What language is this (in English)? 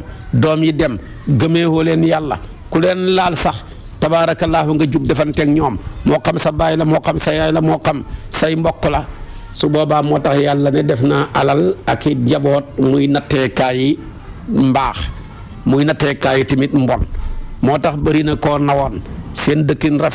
Wolof